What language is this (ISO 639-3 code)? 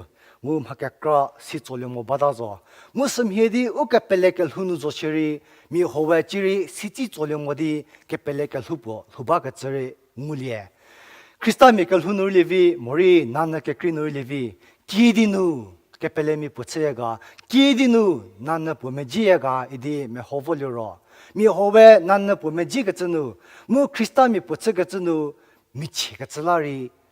njm